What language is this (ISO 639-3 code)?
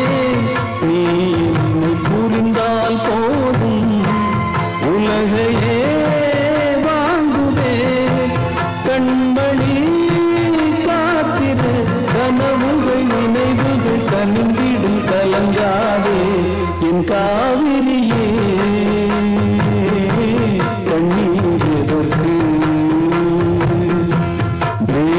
tam